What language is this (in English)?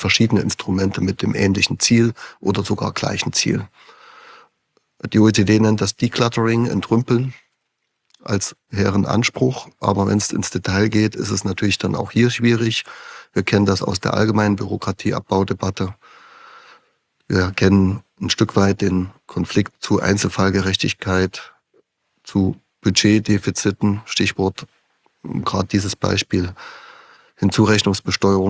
German